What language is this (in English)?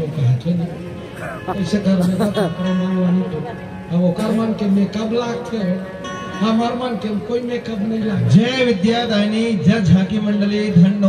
Chhattisgarhi